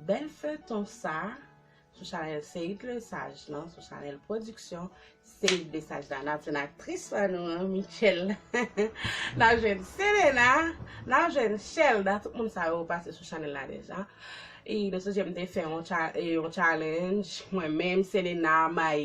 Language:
Haitian Creole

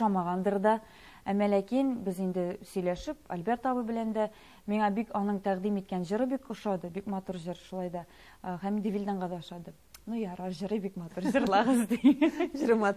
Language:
Tatar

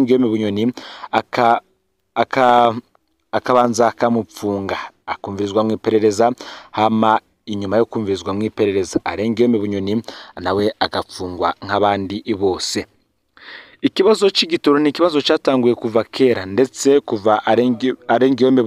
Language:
Rundi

